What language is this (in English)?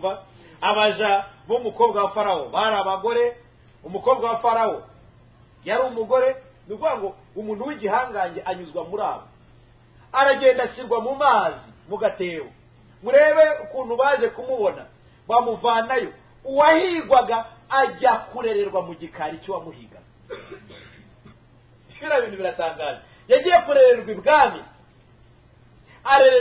Kinyarwanda